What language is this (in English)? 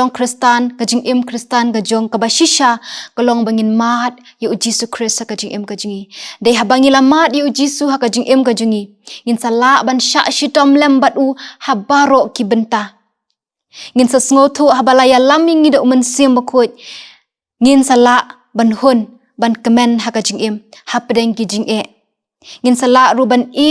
Khasi